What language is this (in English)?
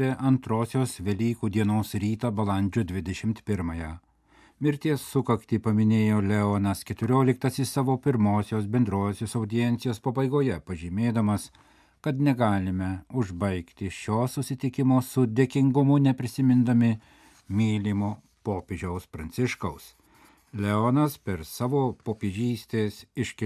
Lithuanian